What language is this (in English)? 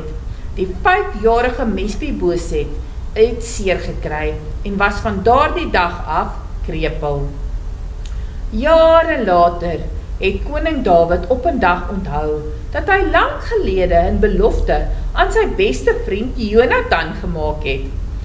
Afrikaans